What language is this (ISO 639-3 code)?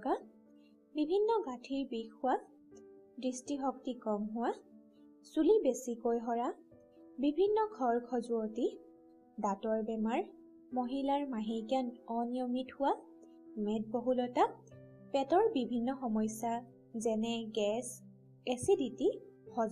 asm